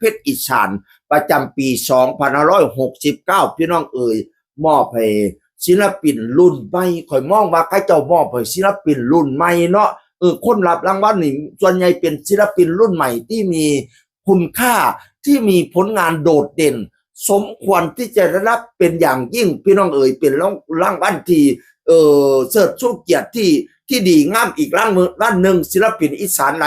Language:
Northeastern Thai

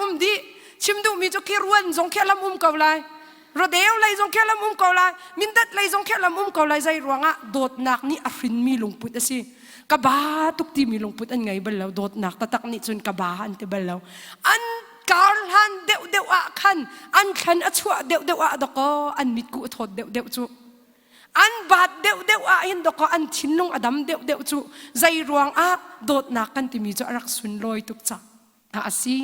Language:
Hakha Chin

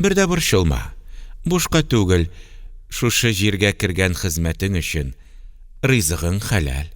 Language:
Tatar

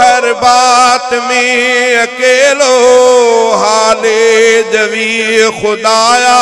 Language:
Sindhi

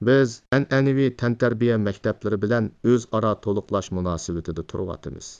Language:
Uyghur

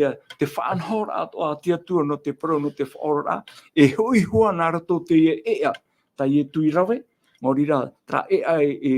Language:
Tahitian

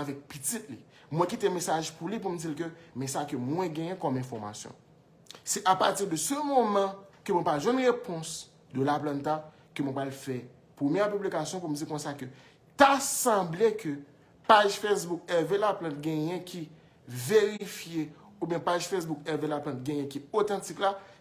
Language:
Haitian Creole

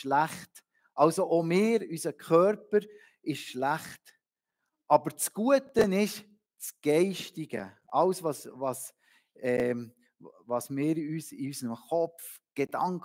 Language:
Swiss German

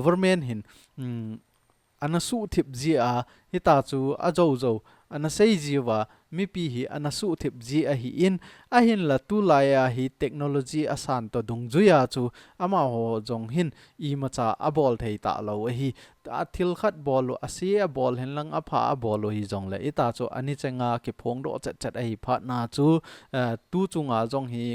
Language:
Thado Chin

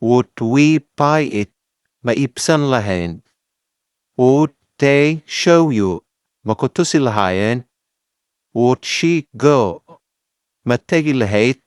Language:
Somali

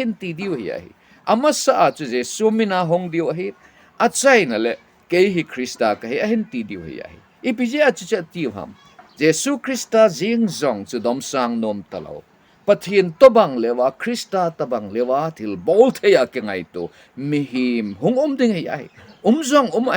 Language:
Thado Chin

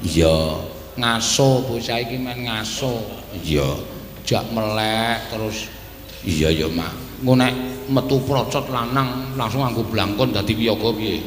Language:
Javanese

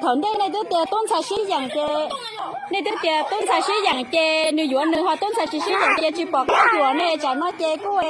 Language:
Hmong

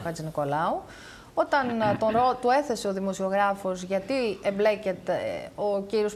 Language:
Greek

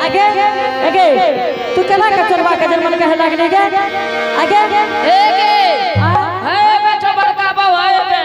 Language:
Angika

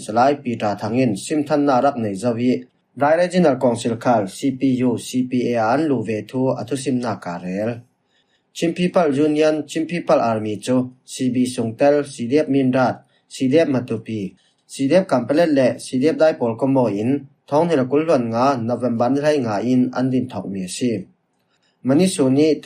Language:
Falam Chin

